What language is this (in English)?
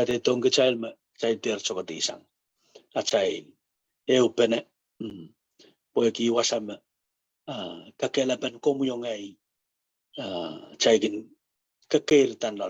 Pohnpeian